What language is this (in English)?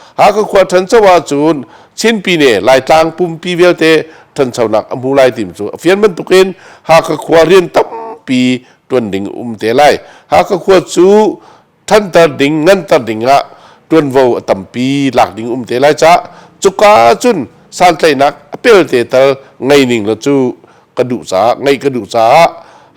Hakha Chin